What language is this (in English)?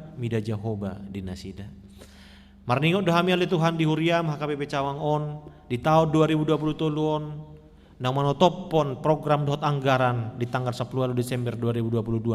Batak Toba